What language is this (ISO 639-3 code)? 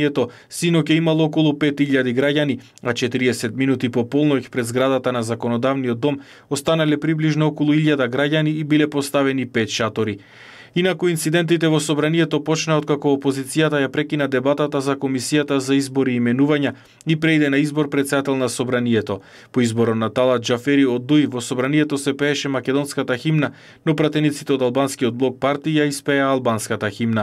mkd